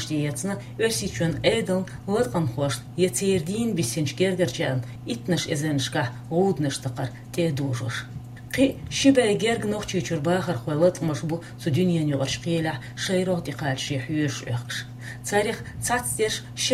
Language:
Chechen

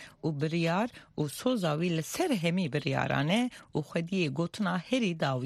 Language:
Kurdish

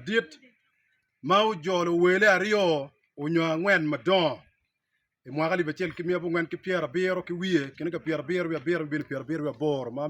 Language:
Acoli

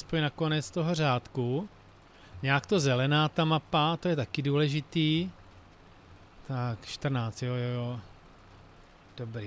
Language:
Czech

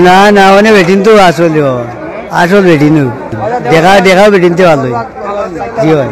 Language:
Sylheti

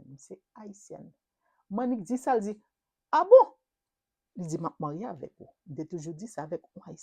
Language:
Haitian Creole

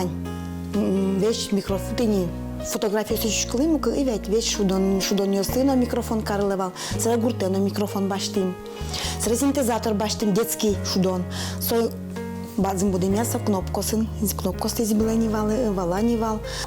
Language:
Udmurt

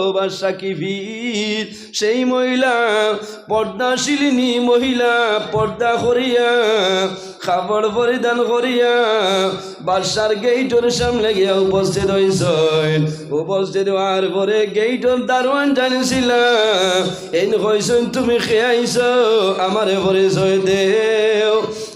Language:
Sylheti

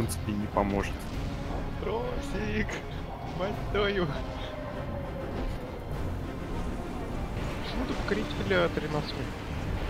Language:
Russian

